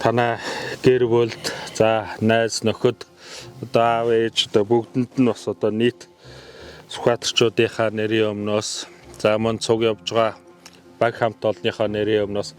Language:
Mongolian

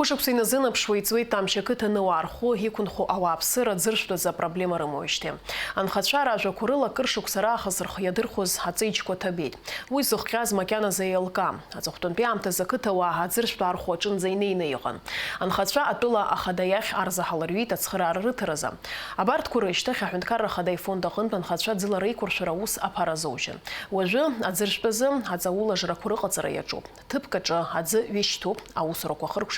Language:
Abkhazian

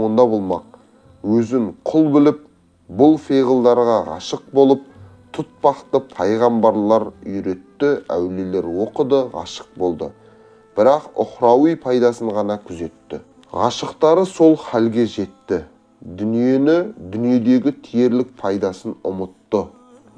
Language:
Kazakh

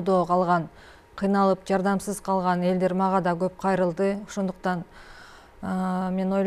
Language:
Kyrgyz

